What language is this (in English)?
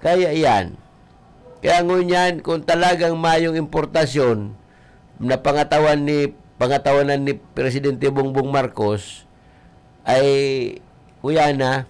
Bikol